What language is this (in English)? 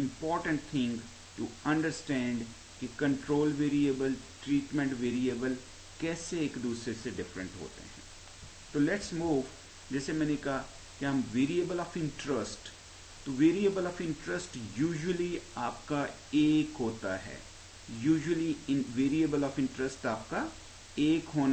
Hindi